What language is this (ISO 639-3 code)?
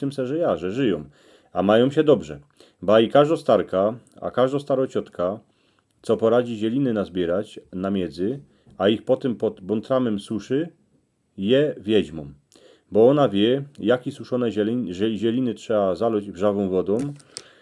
szl